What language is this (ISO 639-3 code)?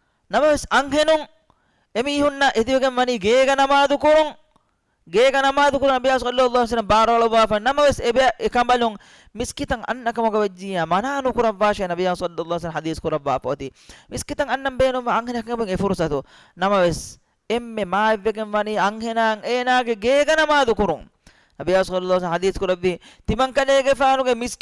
div